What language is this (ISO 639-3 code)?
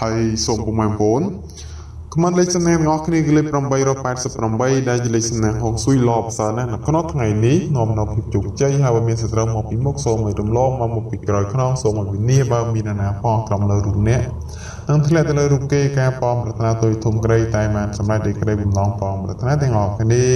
khm